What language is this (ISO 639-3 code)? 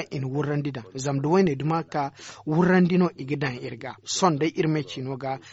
dje